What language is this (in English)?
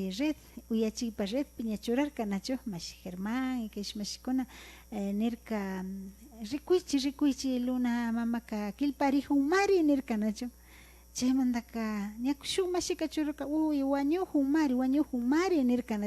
Imbabura Highland Quichua